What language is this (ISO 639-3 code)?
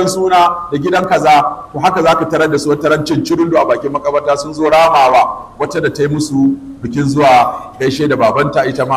hau